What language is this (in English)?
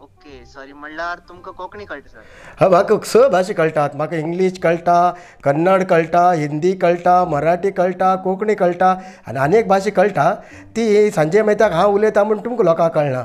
Konkani